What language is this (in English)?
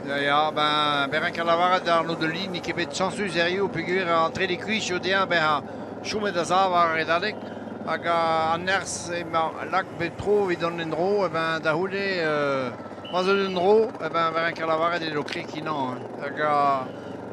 Breton